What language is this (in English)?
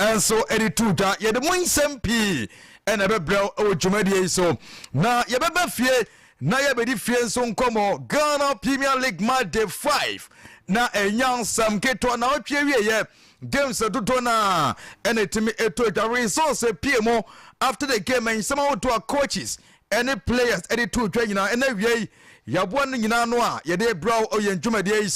Akan